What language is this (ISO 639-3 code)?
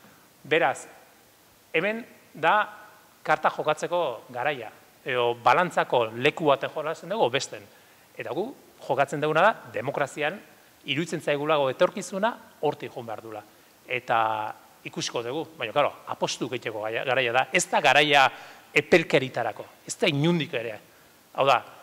eus